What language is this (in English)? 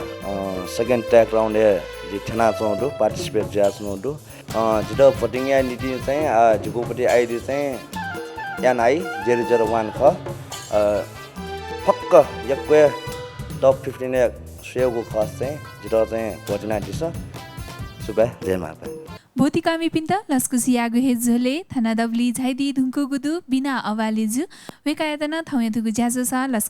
Newari